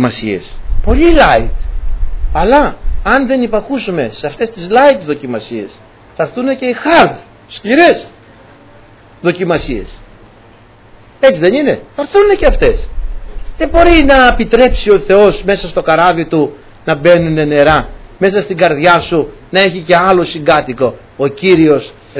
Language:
Greek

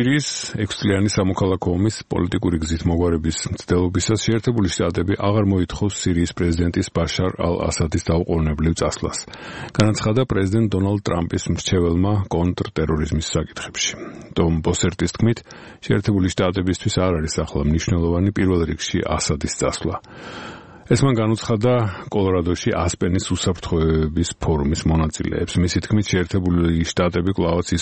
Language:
Georgian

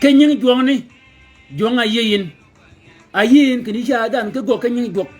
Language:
Shilluk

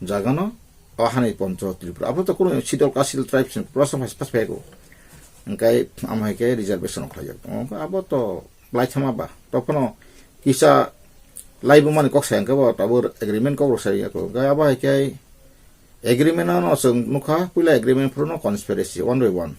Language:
Kok Borok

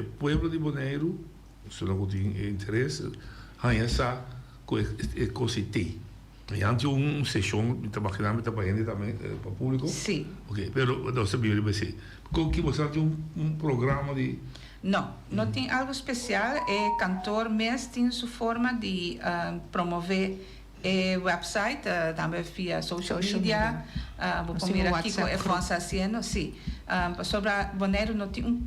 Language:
Papiamento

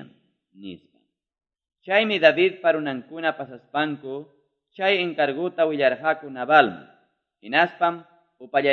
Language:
Quechua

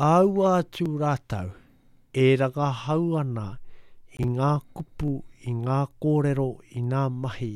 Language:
Māori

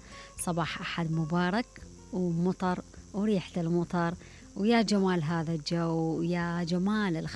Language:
Mesopotamian Arabic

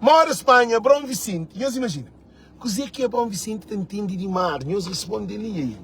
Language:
Kabuverdianu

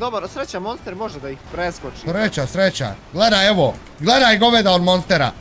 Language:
Bosnian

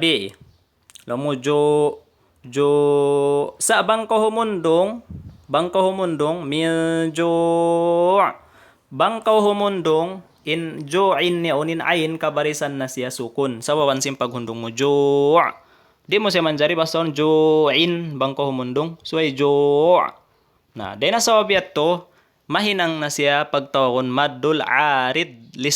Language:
Tausug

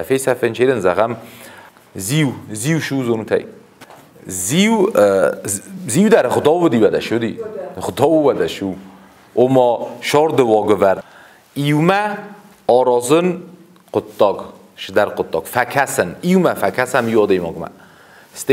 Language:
Ossetic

